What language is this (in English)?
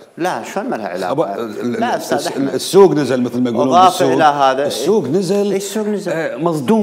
Mesopotamian Arabic